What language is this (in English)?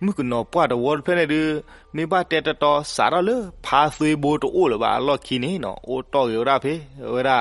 S'gaw Karen